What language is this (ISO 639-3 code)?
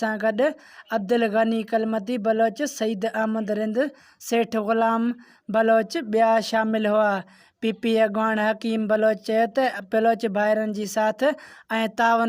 snd